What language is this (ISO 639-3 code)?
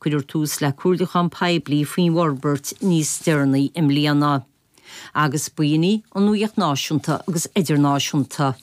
gle